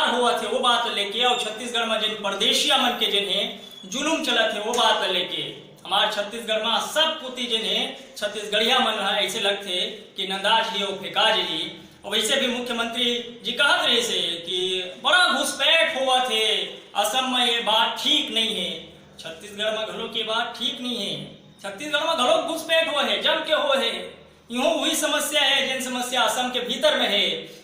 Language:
Chhattisgarhi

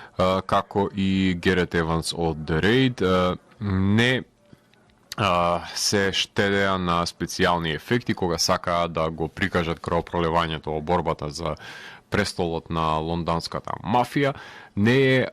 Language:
Macedonian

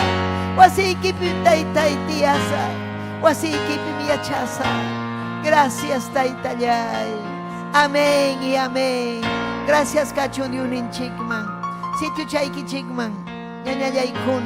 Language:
Ayacucho Quechua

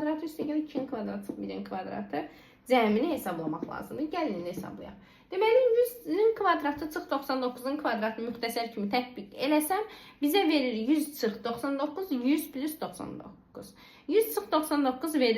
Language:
Azerbaijani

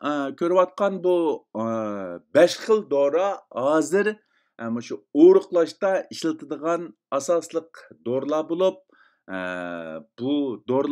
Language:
Uyghur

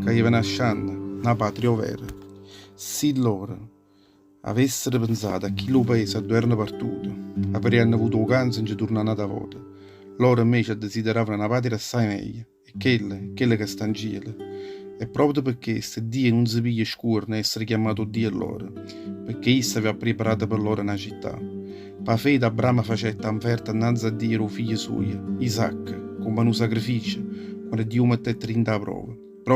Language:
Neapolitan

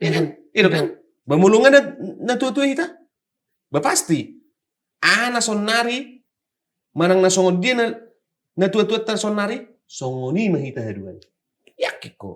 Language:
Batak Toba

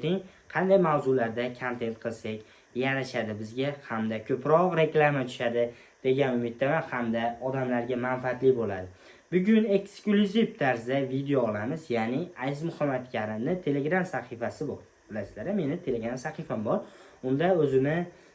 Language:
Uzbek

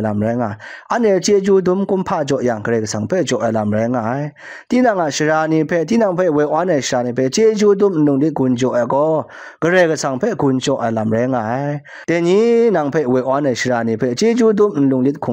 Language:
Kachin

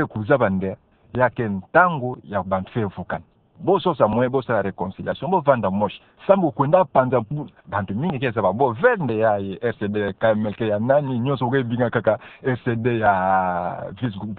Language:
Kituba (Democratic Republic of Congo)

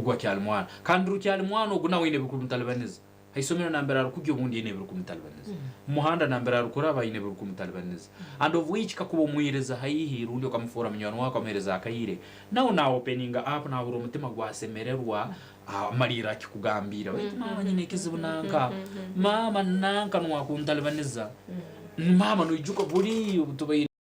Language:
Nyankole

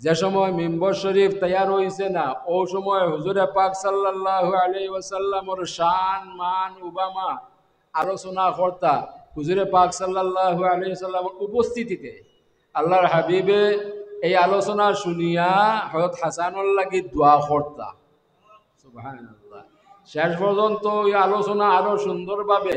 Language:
Sylheti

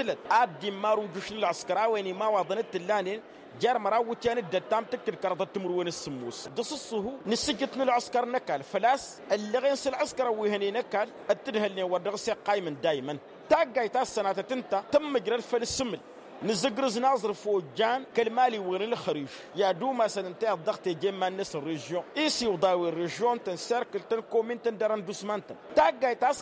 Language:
Tamasheq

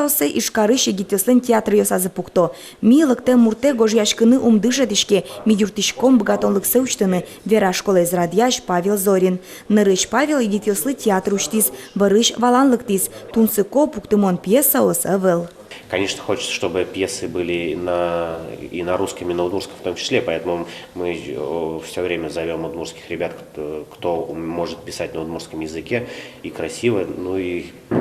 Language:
Udmurt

